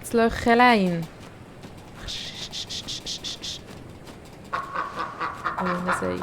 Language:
Swiss German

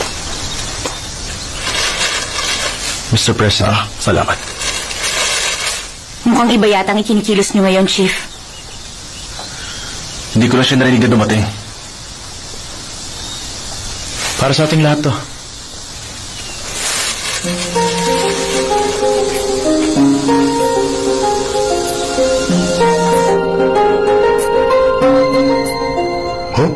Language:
Filipino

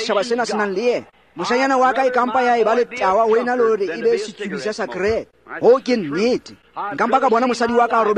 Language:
Tswana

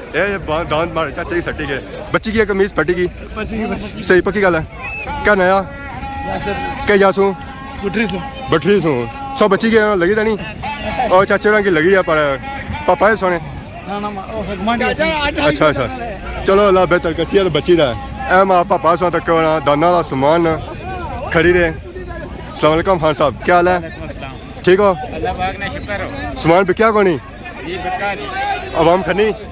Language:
Pahari-Potwari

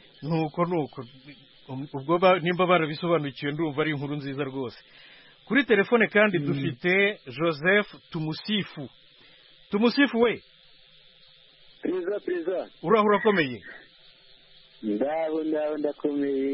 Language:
Kinyarwanda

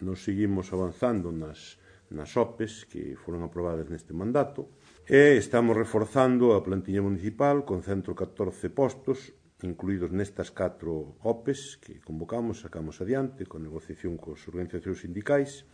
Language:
Galician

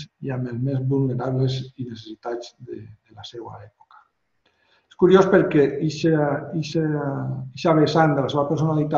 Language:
Catalan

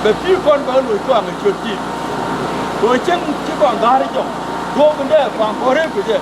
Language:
Nuer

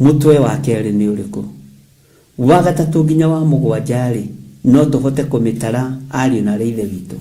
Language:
Kikuyu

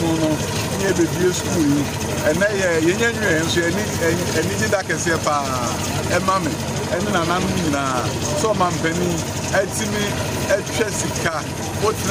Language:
Akan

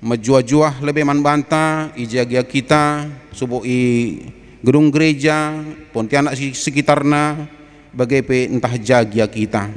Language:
Batak Karo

